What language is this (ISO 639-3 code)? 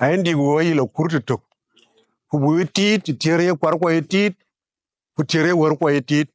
din